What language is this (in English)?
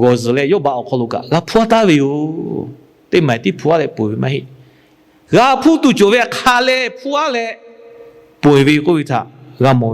Lahu